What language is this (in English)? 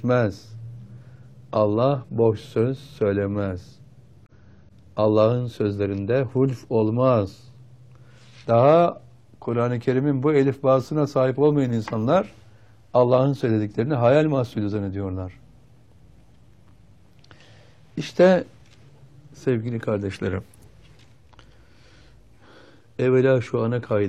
Turkish